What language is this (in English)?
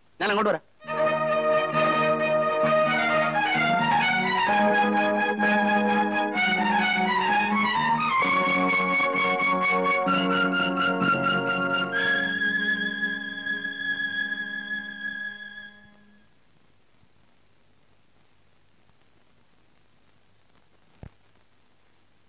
Malayalam